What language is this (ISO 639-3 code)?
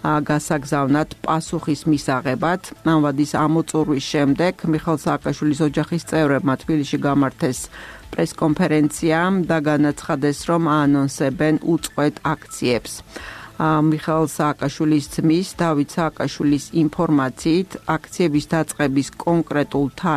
kat